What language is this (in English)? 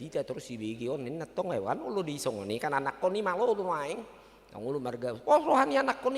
Batak Toba